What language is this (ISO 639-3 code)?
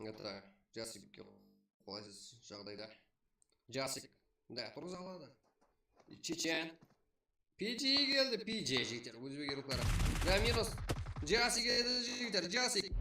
kaa